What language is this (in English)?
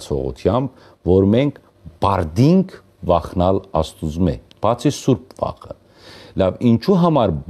Western Armenian